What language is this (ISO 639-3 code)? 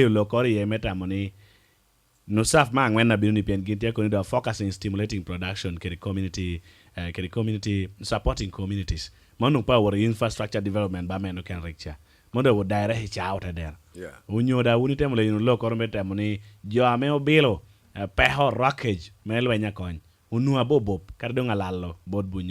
laj